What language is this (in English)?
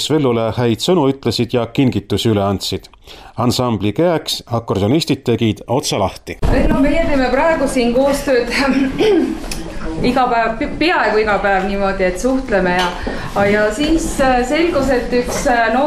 Estonian